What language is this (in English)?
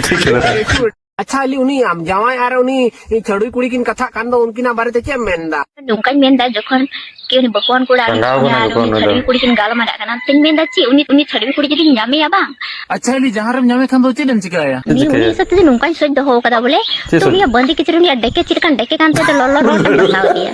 Santali